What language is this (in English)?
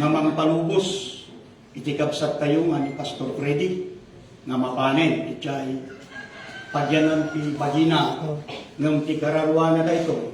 Iloko